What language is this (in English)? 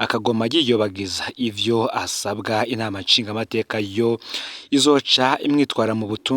Rundi